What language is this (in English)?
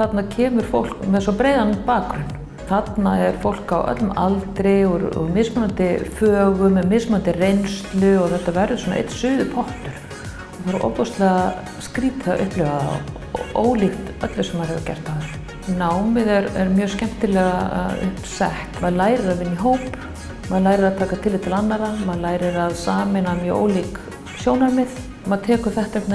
Icelandic